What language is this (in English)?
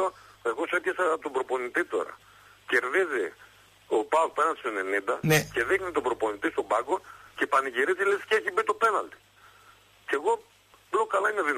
Greek